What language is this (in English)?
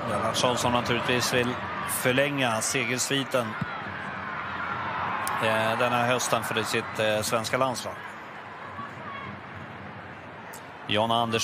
Swedish